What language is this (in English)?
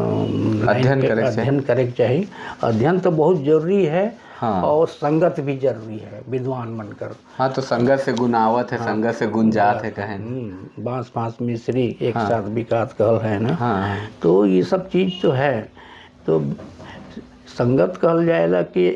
Sadri